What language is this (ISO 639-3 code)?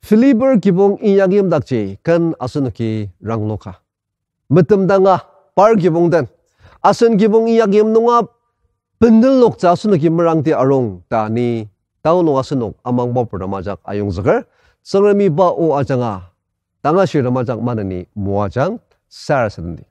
njo